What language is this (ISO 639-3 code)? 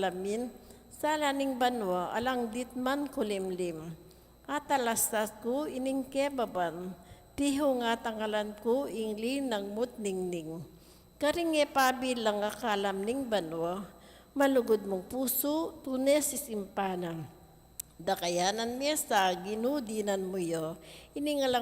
pam